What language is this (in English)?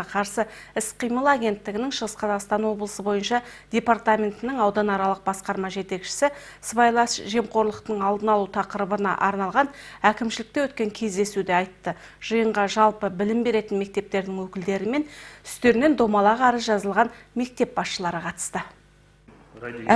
Kazakh